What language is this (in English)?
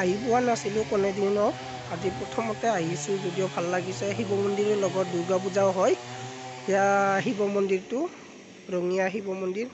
Assamese